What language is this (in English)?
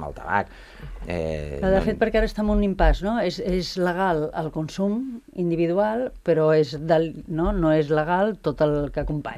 Catalan